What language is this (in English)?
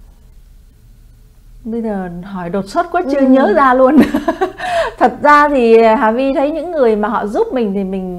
Vietnamese